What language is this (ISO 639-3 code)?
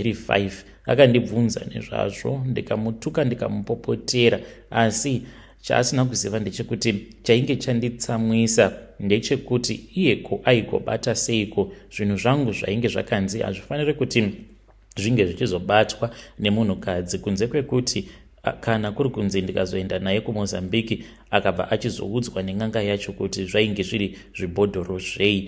sna